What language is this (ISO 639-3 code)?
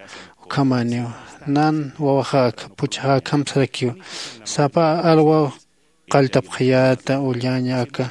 aym